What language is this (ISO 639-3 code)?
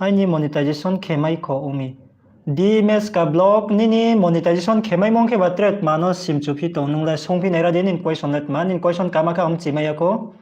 ria